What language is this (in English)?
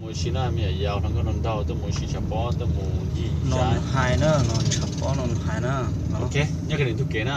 Hmong